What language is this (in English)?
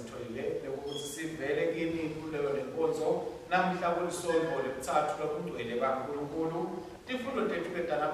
Swati